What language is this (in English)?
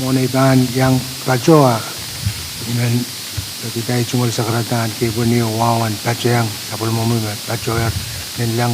Pohnpeian